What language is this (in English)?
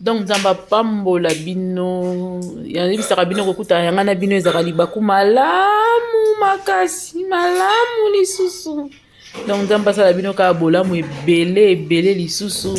Lingala